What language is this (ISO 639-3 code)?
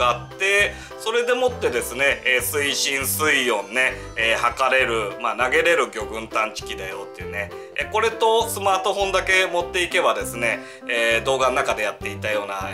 jpn